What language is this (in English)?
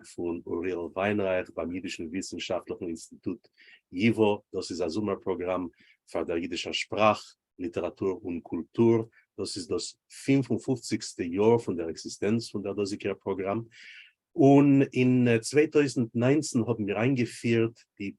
Yiddish